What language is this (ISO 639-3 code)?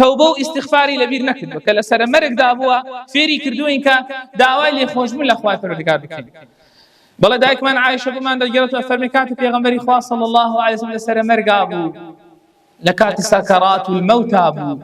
ckb